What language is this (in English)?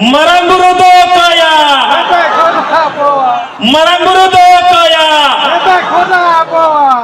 Santali